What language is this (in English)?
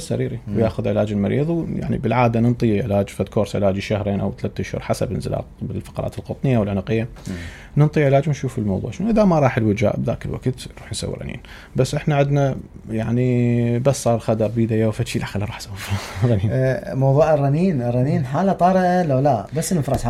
Mesopotamian Arabic